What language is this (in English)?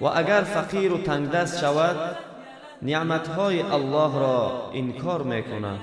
Tajik